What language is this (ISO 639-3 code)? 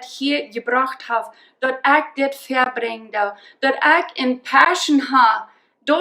pdt